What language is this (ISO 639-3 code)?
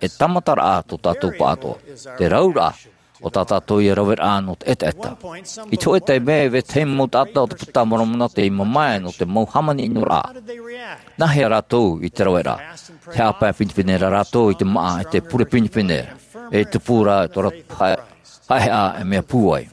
tah